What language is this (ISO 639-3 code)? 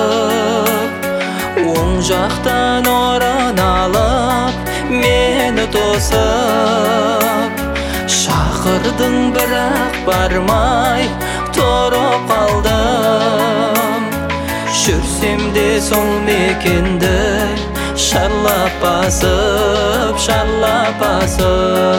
kaz